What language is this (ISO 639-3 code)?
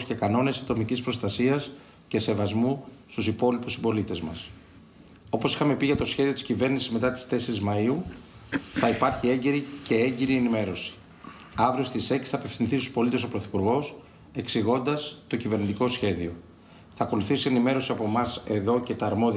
ell